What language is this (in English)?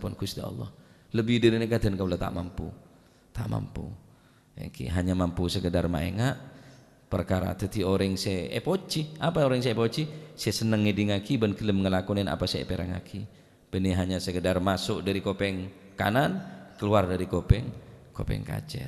Madurese